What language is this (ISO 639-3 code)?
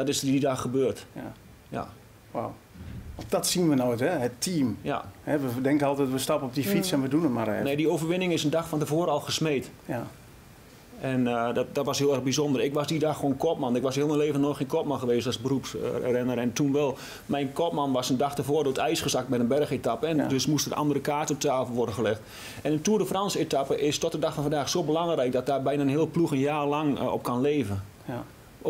nld